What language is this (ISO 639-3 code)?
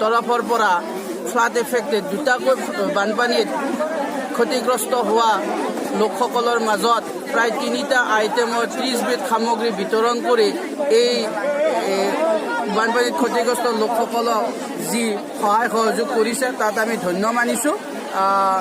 asm